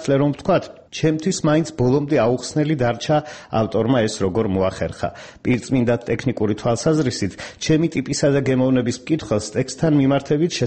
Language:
Georgian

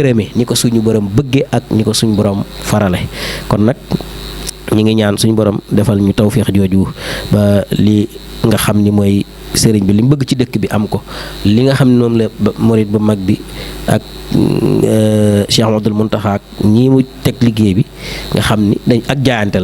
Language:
Wolof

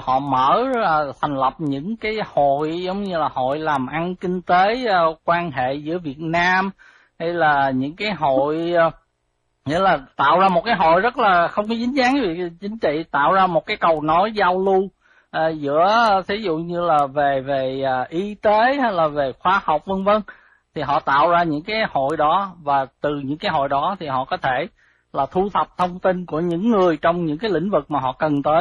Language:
Vietnamese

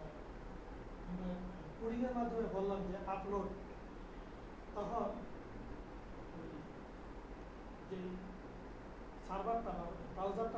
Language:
Bangla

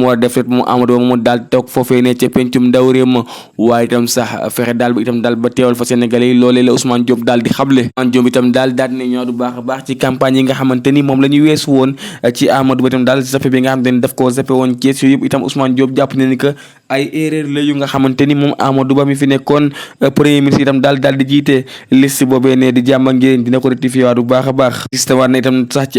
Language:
Wolof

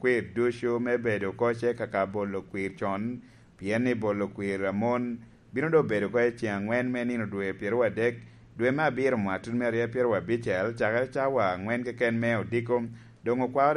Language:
Lango (Uganda)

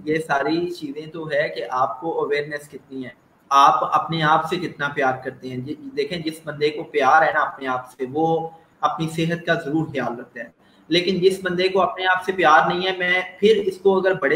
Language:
Urdu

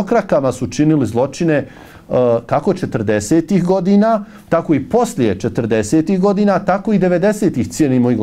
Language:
Bosnian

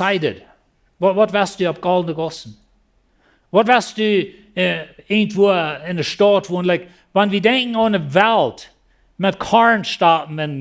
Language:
Plautdietsch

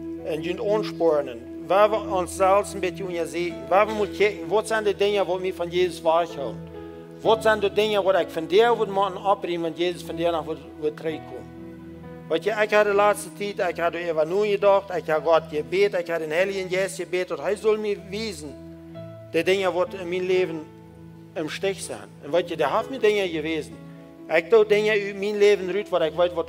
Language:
Plautdietsch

